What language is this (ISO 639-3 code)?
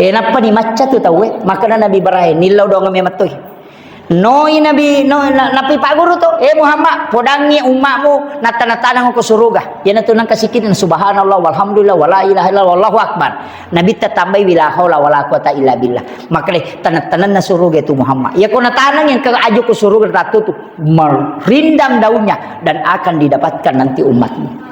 bug